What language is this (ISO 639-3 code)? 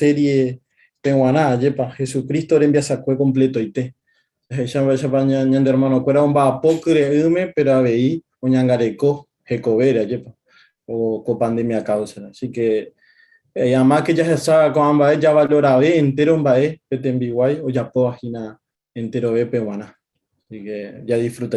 grn